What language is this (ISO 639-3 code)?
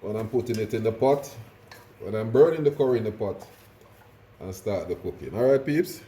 jam